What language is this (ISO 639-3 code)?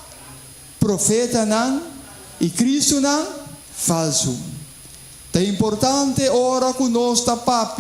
pap